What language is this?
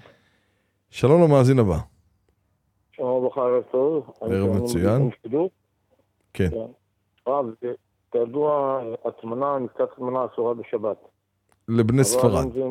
Hebrew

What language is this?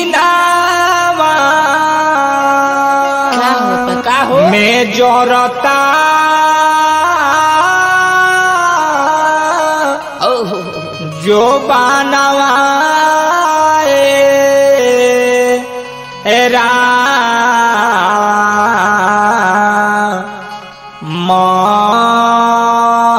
Bhojpuri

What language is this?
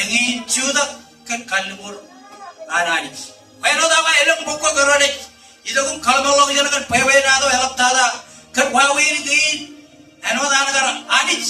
Marshallese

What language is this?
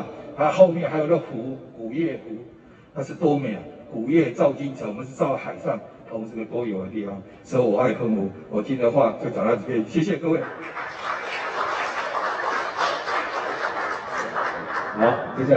Chinese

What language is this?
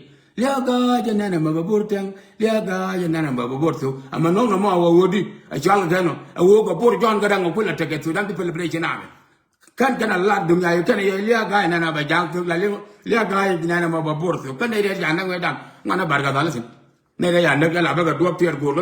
Nuer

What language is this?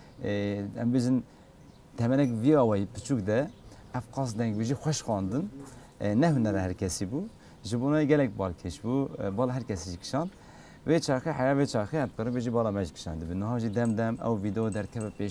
Kurdish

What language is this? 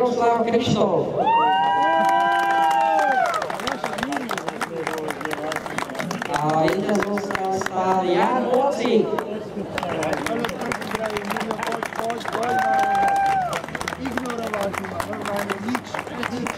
Slovak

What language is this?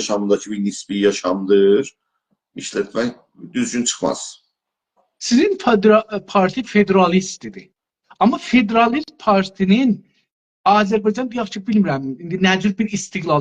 South Azerbaijani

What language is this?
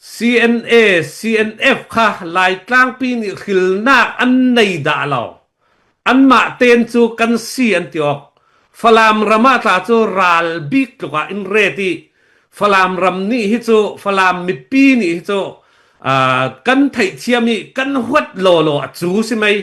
Falam Chin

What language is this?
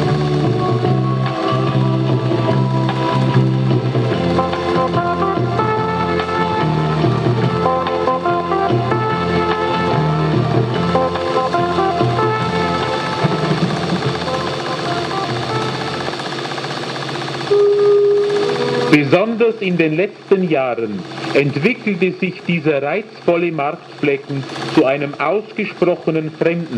German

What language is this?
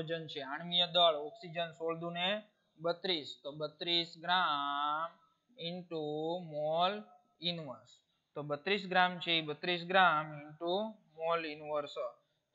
Gujarati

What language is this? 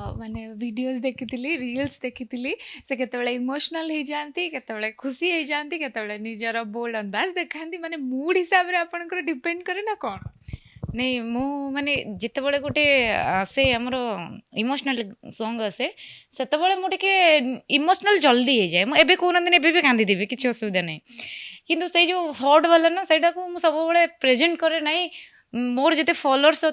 Odia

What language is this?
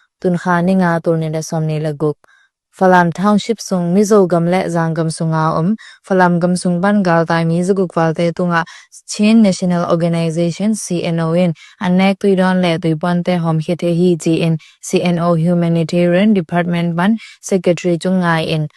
Tedim Chin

